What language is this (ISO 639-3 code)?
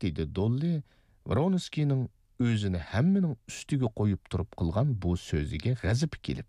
uig